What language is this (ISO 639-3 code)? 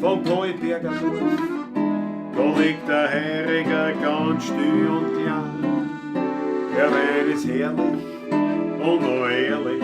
bar